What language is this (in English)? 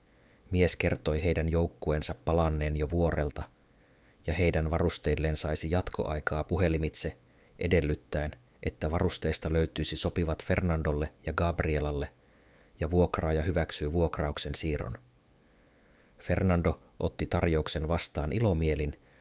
Finnish